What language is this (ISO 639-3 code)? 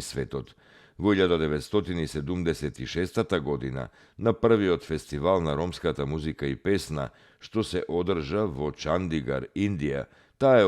mkd